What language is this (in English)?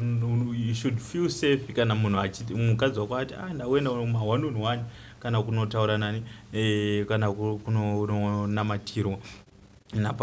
Shona